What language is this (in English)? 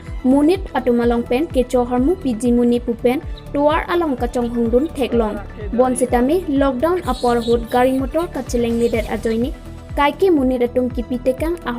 Karbi